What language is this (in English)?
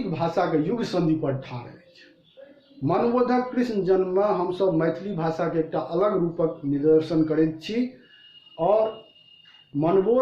Maithili